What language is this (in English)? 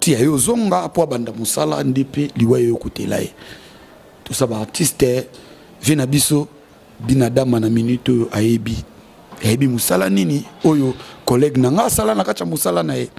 Lingala